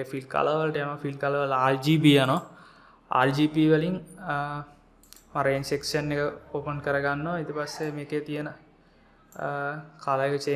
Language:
Sinhala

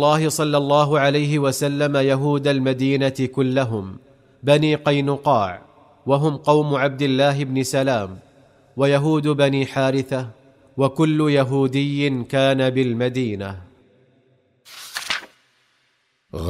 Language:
Arabic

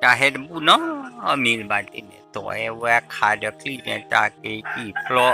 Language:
S'gaw Karen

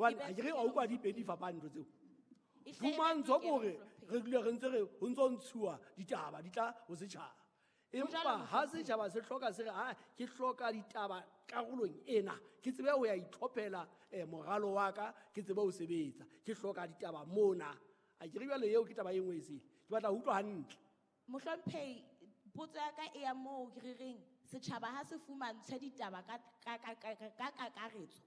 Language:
Southern Sotho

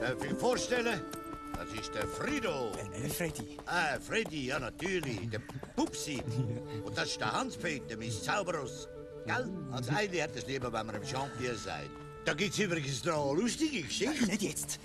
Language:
Swiss German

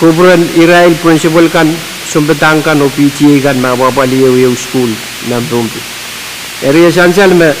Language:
Pohnpeian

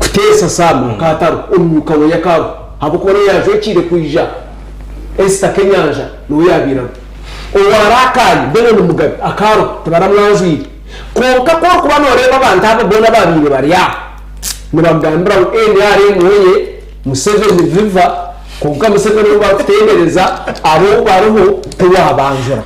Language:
Nyankole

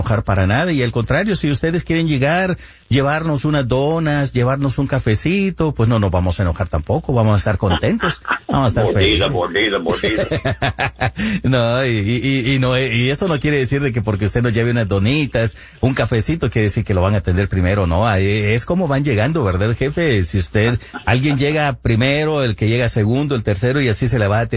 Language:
Spanish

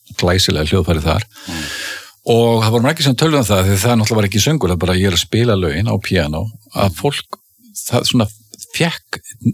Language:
Icelandic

